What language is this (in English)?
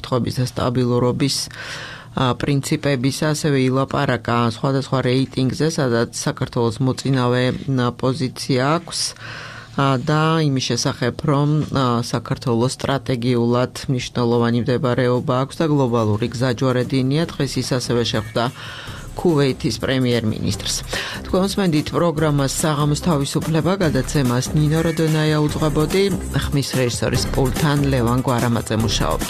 Georgian